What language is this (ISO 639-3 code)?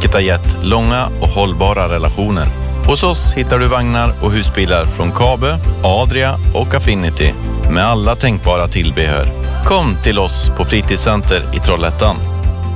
swe